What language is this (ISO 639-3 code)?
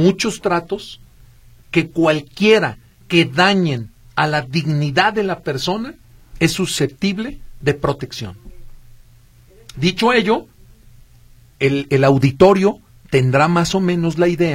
spa